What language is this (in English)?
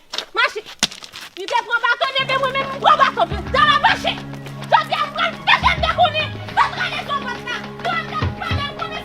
Haitian Creole